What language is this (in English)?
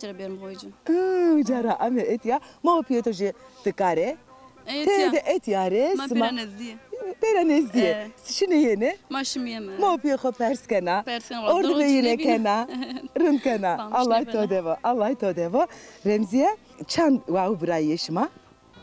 Zaza